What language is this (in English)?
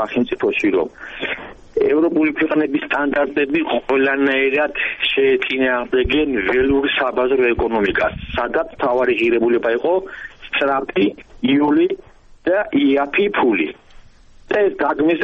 Georgian